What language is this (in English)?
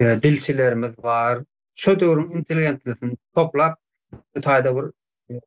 Turkmen